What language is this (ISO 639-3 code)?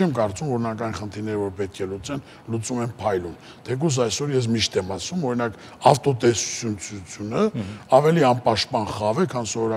hye